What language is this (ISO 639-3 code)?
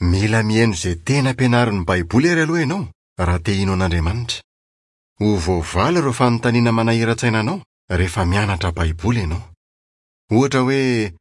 mlg